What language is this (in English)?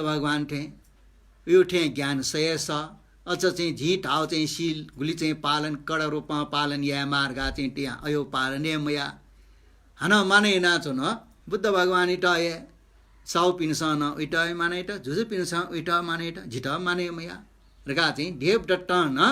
Newari